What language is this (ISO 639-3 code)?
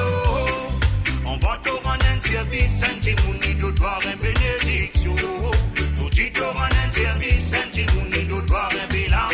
mfe